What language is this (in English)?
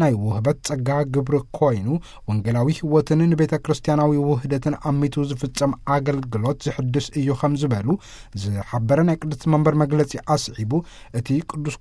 Tigrinya